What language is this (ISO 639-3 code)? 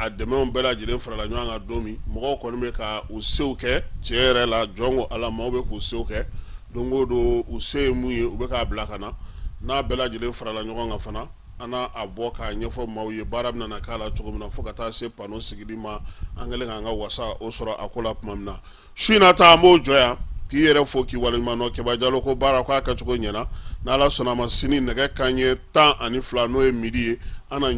bam